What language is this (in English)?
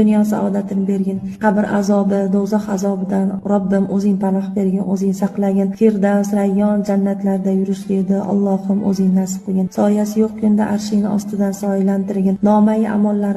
Uzbek